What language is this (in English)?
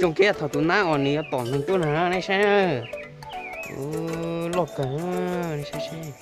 Hmong